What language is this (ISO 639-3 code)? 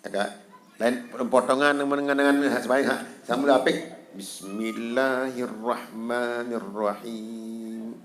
sas